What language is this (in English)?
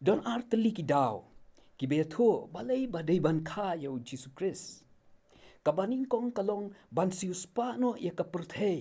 Khasi